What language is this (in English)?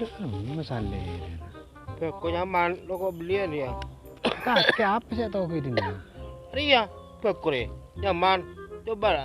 Madurese